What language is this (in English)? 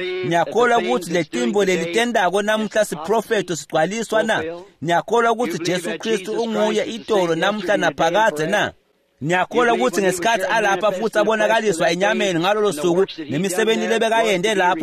Swati